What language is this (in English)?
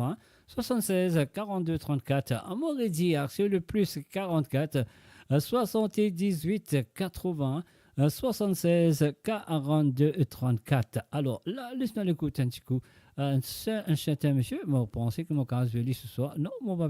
Morisyen